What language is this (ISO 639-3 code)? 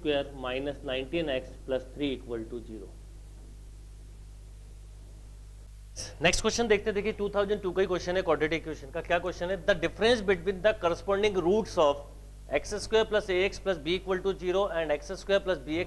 hin